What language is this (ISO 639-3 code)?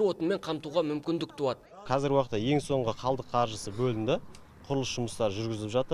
kaz